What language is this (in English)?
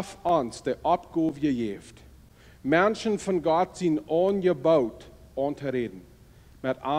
Plautdietsch